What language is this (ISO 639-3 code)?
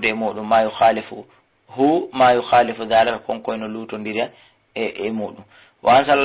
ful